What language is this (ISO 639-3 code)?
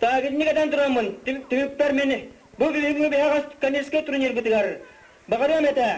sah